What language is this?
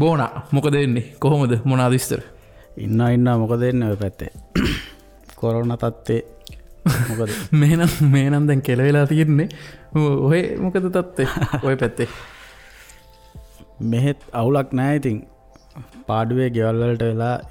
Sinhala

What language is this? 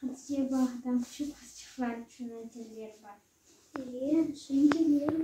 Crimean Tatar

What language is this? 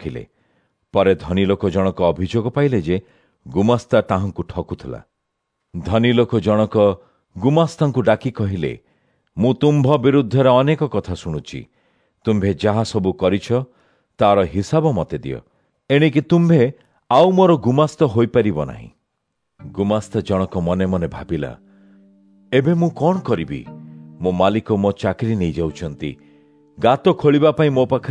Odia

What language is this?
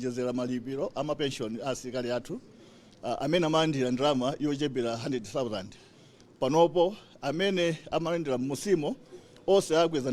Nyanja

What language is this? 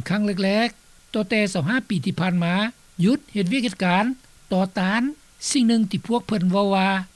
Lao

